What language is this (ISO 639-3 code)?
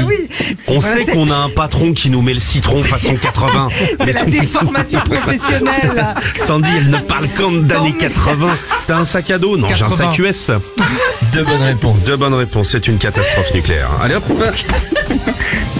fra